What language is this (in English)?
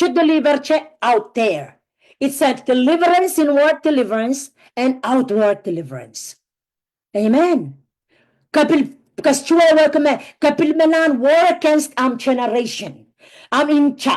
Pohnpeian